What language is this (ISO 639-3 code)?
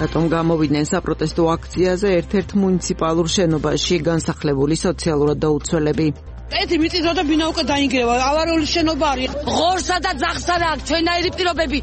kat